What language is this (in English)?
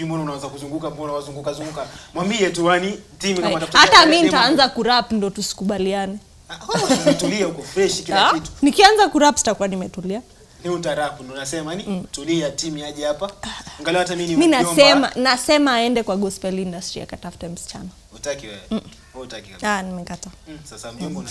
Swahili